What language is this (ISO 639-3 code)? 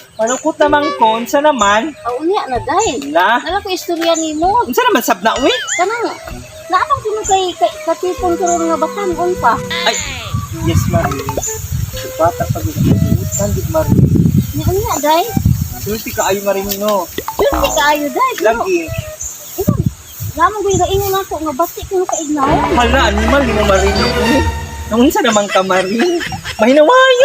ceb